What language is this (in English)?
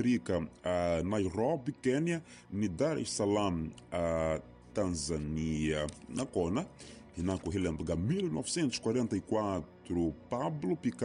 Tsonga